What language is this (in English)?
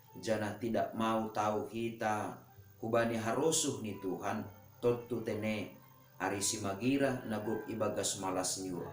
Batak Simalungun